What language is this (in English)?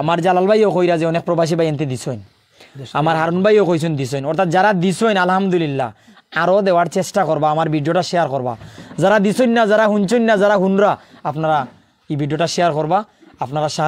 Sylheti